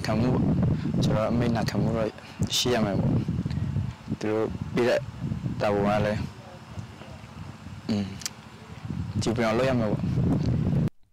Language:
Burmese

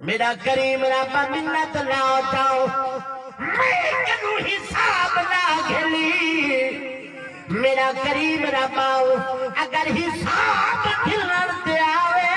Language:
Saraiki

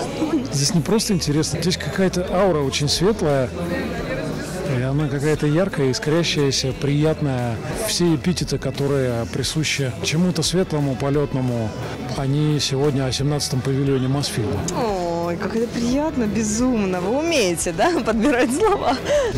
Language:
Russian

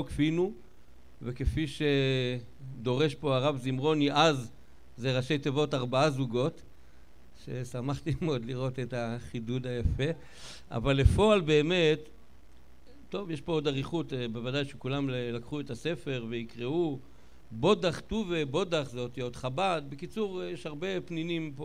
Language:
Hebrew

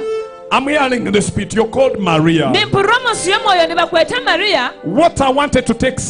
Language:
Nyankole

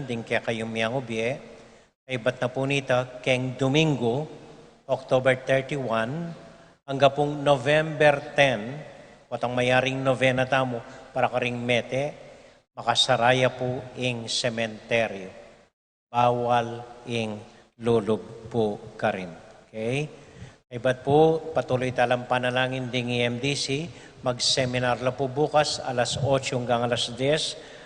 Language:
Pampanga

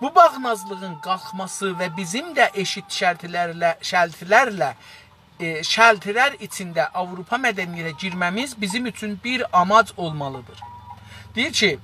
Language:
South Azerbaijani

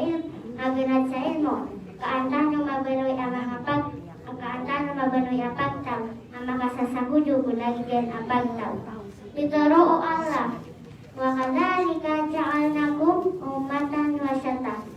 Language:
Maranao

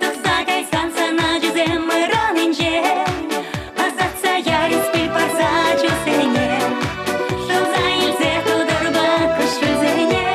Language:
Chuvash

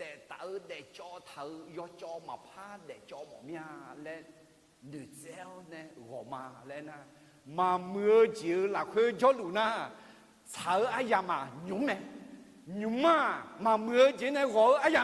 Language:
Akha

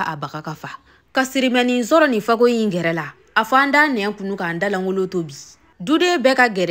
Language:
Bambara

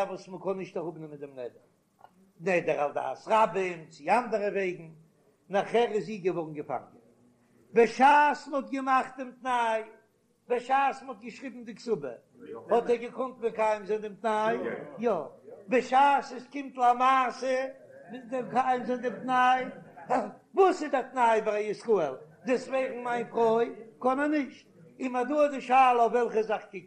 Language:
Yiddish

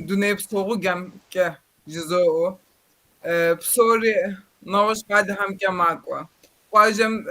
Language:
Kabardian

